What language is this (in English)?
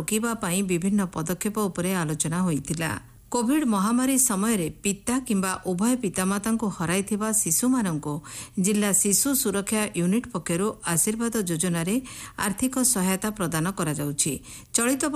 Odia